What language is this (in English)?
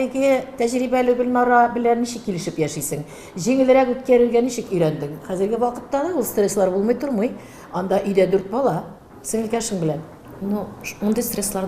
Tatar